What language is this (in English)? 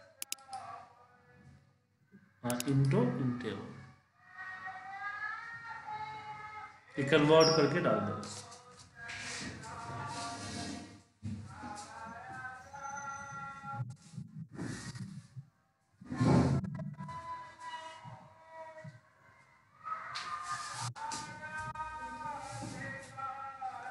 Hindi